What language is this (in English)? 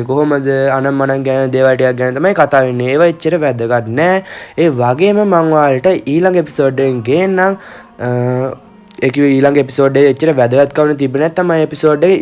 Sinhala